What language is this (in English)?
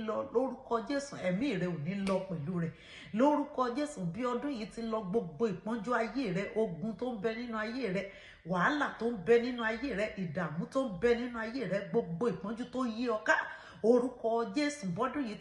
Yoruba